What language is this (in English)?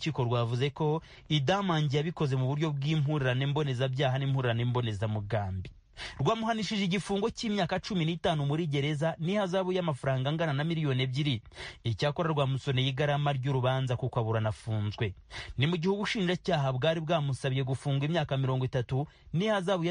Kinyarwanda